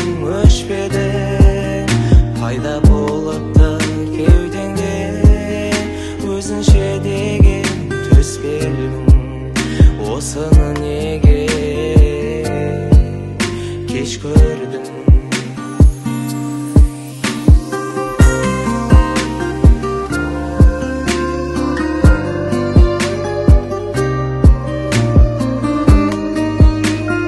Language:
Kazakh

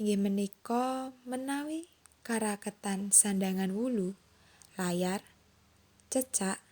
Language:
Javanese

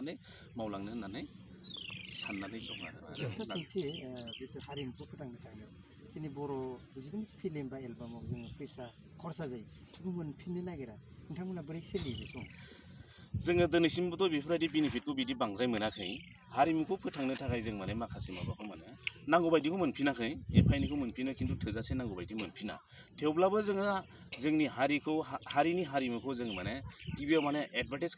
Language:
Bodo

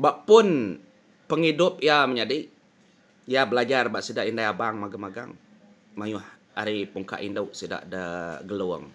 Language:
Iban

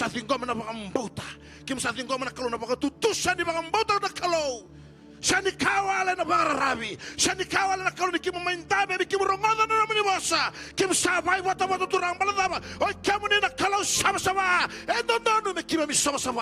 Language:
Fijian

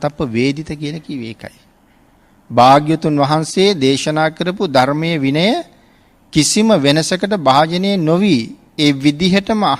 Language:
Sinhala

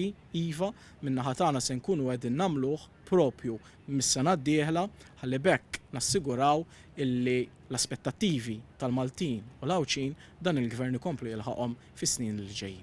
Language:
Maltese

